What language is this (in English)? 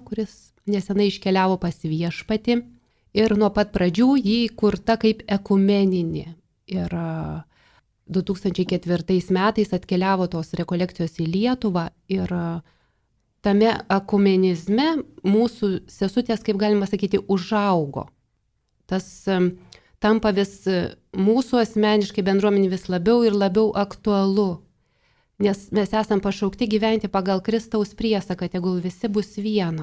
Lithuanian